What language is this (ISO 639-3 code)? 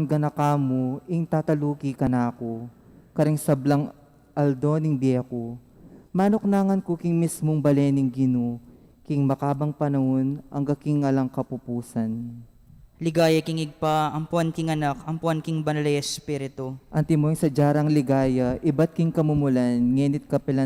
pam